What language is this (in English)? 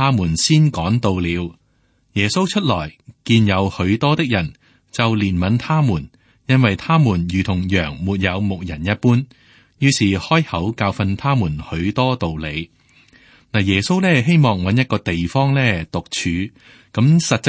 Cantonese